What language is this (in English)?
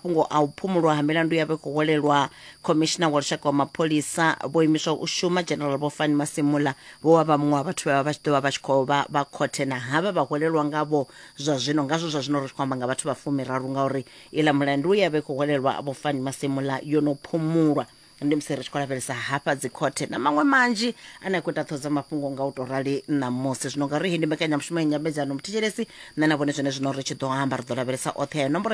Venda